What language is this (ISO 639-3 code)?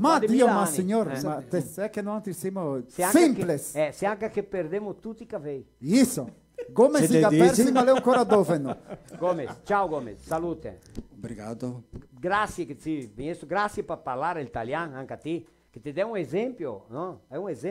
vec